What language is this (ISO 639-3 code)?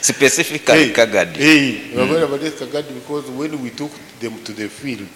nyo